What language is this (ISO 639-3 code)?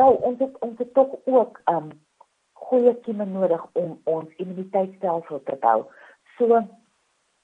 afr